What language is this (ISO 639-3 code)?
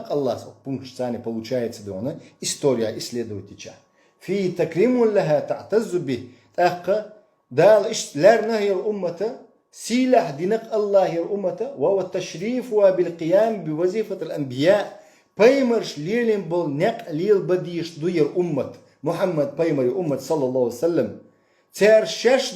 che